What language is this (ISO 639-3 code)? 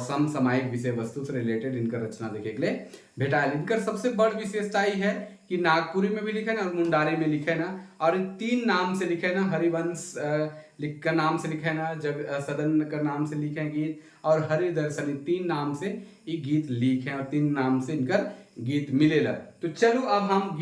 sck